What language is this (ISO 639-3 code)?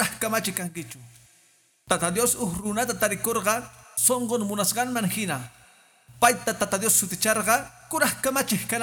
que